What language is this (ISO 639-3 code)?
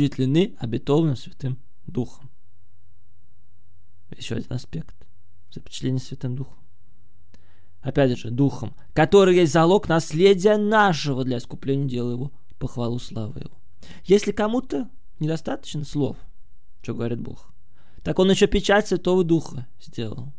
rus